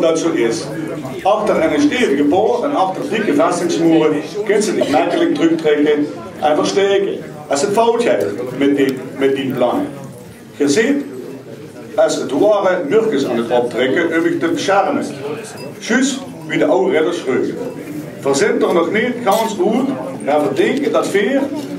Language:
Limburgish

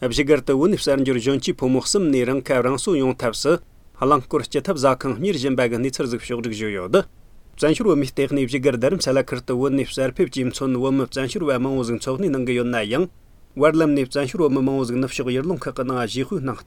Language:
Tibetan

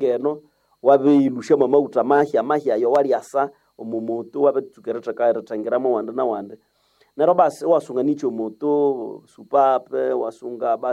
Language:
Nande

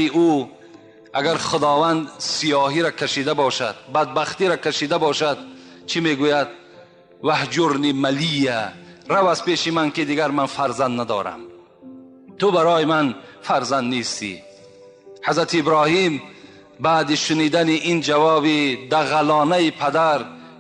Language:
Tajik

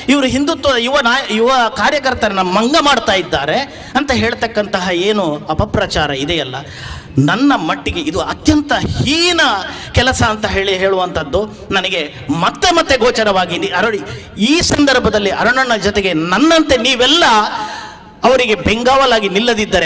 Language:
Kannada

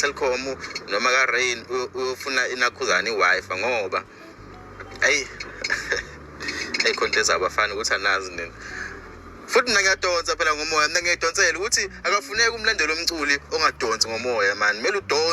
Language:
Zulu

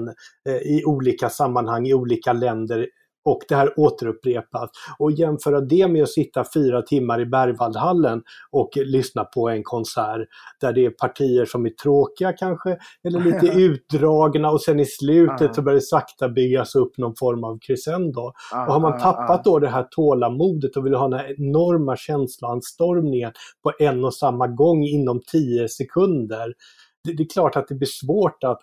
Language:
Swedish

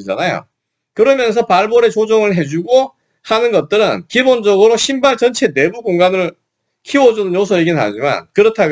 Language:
Korean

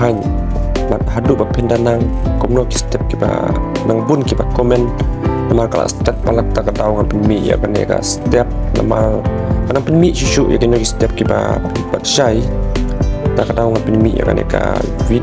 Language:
Khasi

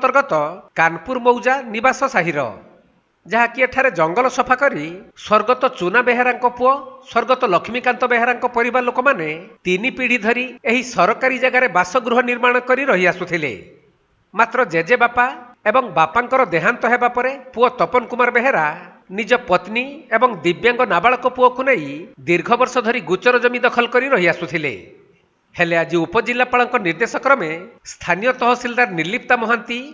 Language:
Odia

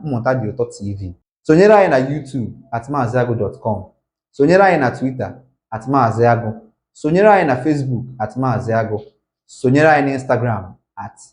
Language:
Igbo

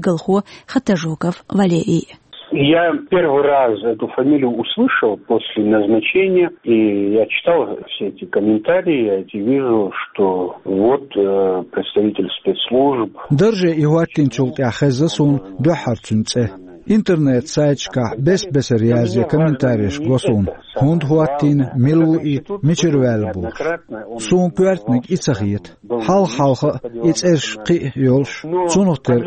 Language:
Chechen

